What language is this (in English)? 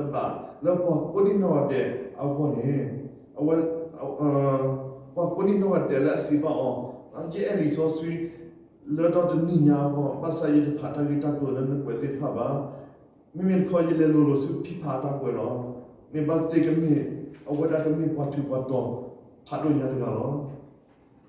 S'gaw Karen